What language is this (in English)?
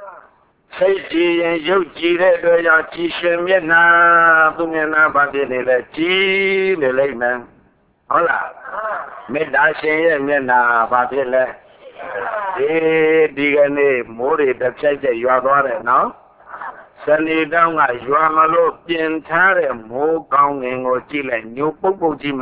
Burmese